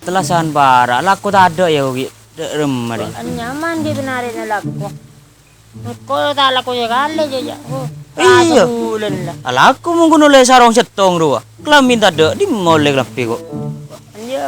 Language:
Madurese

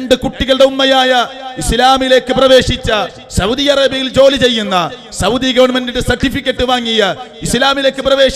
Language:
Malayalam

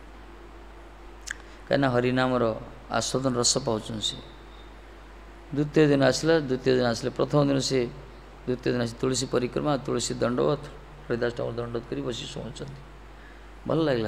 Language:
Odia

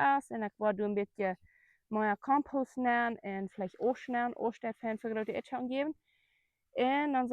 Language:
Plautdietsch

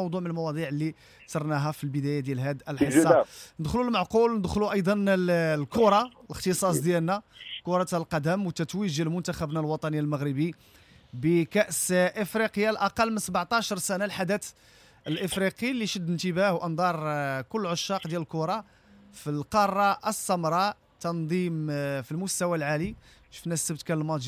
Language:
Moroccan Arabic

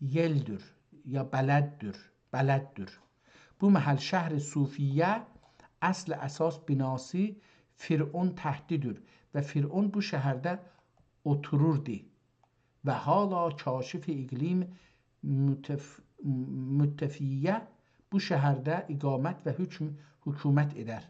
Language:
South Azerbaijani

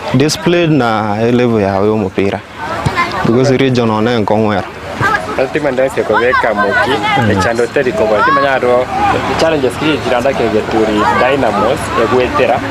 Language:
Gusii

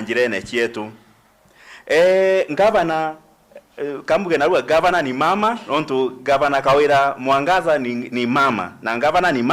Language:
Meru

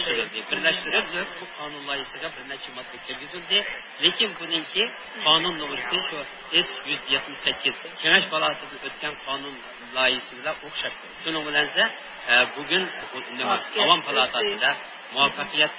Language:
Uyghur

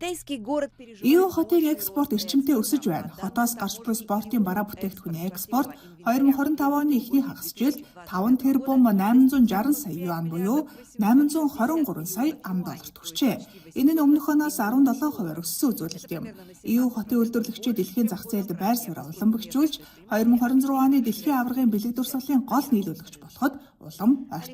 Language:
Mongolian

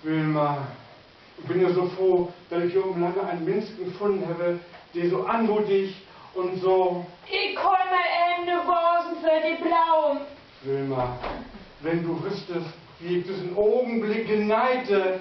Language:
Low German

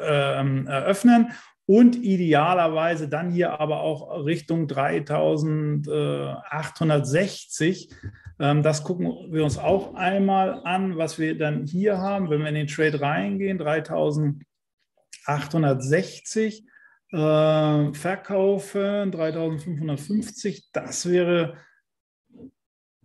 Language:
German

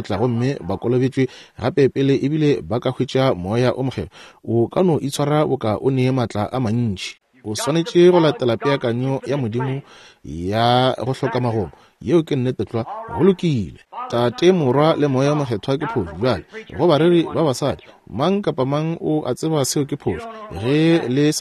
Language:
Northern Sotho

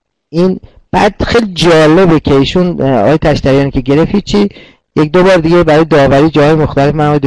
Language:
Persian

